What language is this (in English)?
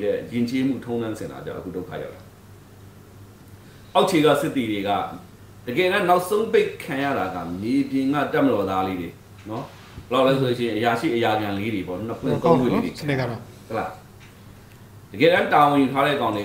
Burmese